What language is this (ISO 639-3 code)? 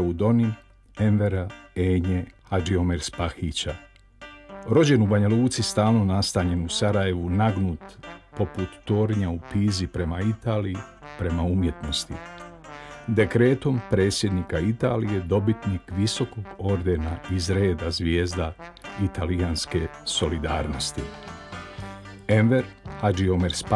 bos